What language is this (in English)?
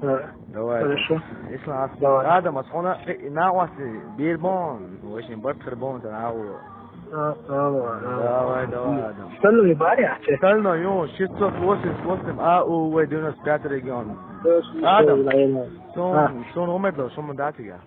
Chechen